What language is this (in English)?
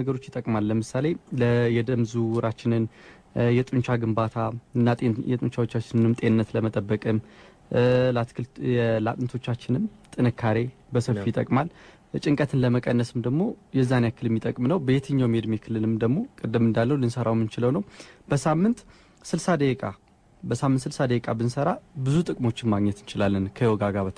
Amharic